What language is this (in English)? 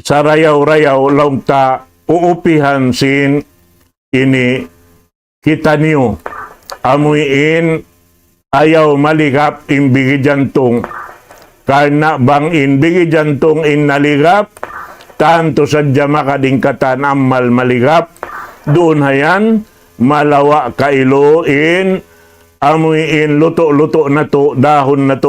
Tausug